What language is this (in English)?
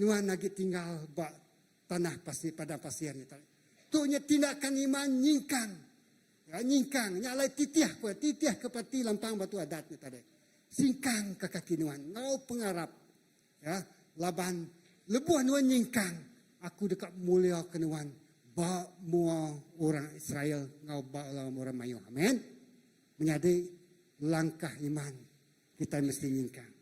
Iban